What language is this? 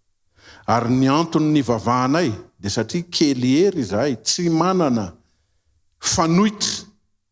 Malagasy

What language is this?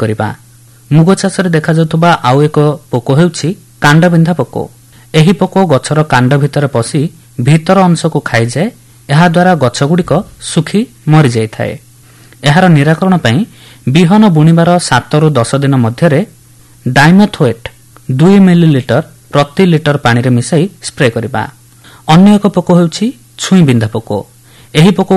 Odia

